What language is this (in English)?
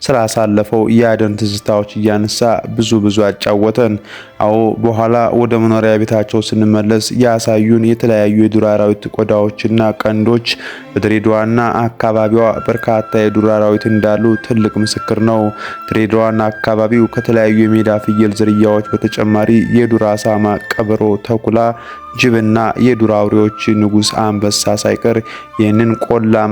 Amharic